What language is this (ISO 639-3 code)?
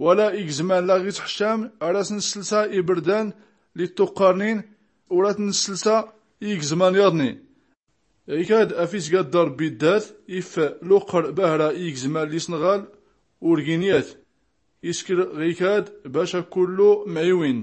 shi